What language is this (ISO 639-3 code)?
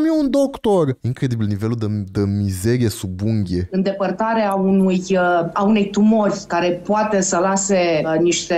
ron